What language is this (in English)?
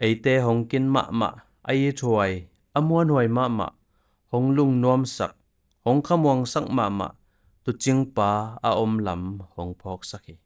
Tedim Chin